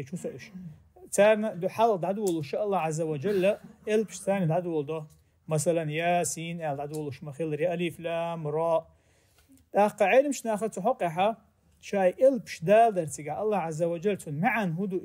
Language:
Chechen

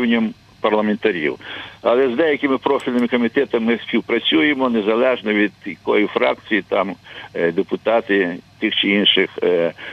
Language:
Ukrainian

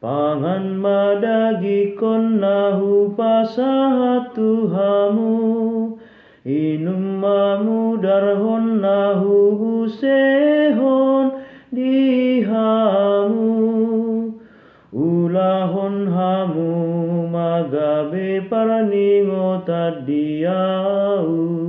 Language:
Batak Toba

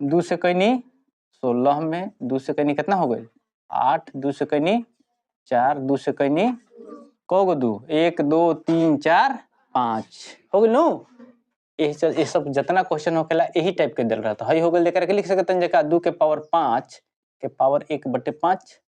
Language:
Bhojpuri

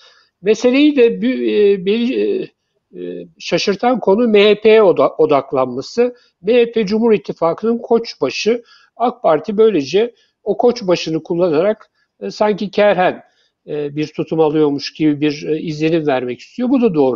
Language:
Turkish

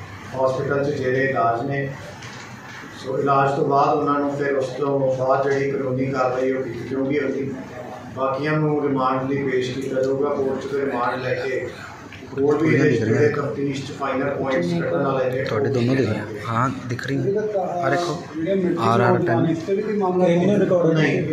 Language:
Punjabi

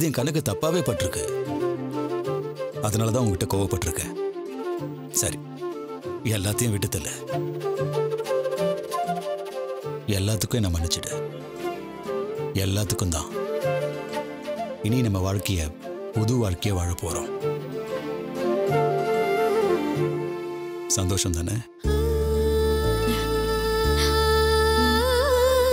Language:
Tamil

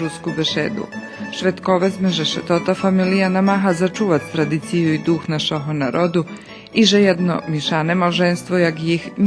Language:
Rusyn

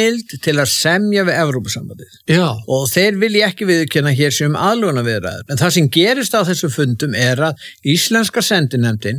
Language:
Icelandic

